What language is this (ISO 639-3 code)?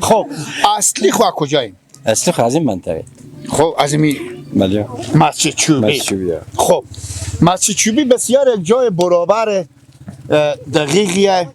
fas